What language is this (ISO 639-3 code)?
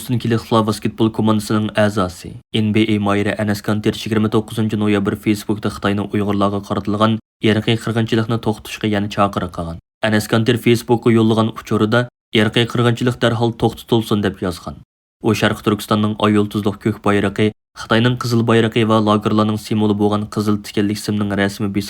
uig